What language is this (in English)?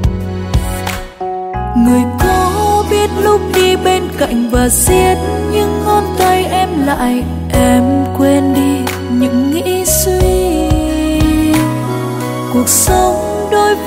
Vietnamese